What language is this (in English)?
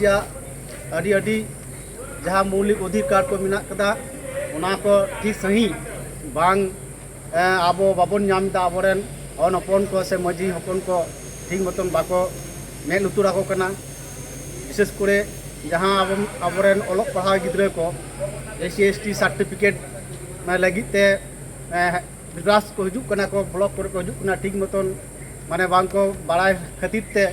Santali